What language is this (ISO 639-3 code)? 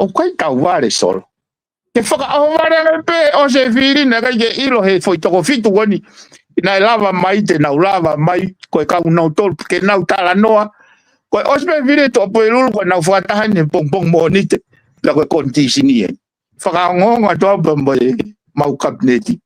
ton